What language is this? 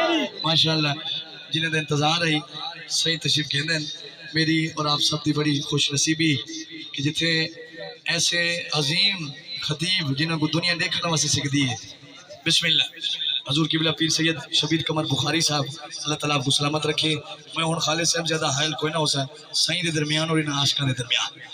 Saraiki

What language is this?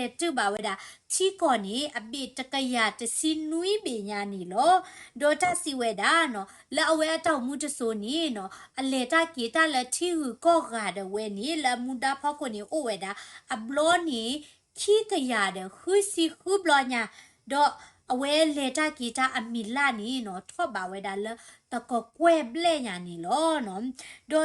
S'gaw Karen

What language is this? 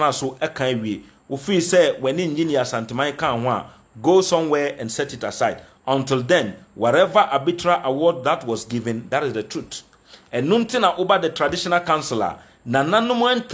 Akan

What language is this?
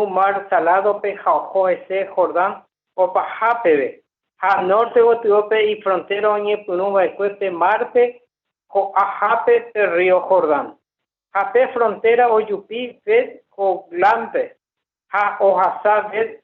Guarani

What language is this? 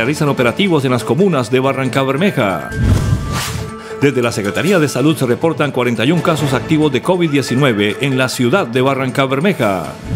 Spanish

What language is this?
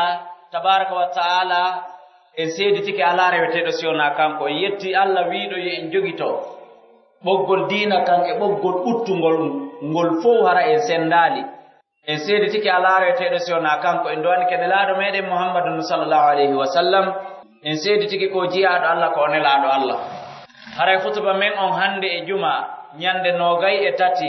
Pular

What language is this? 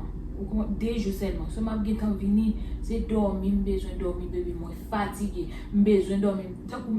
Haitian Creole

